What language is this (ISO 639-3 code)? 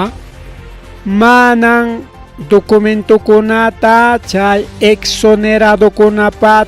quy